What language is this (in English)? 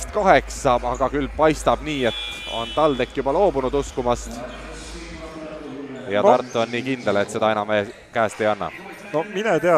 Estonian